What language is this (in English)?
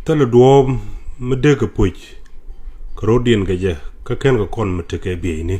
Nuer